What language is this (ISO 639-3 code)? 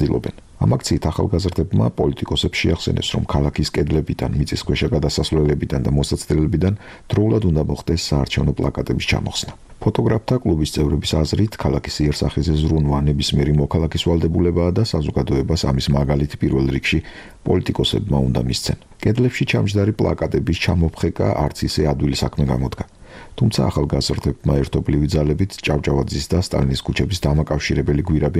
kat